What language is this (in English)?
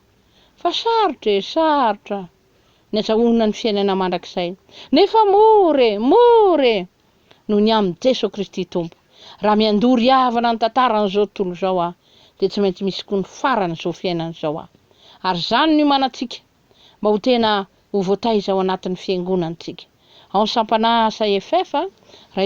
Malagasy